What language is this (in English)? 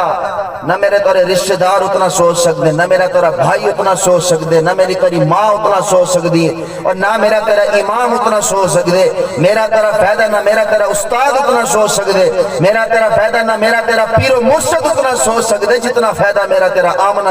Saraiki